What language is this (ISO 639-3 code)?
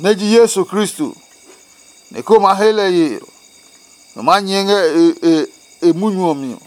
ada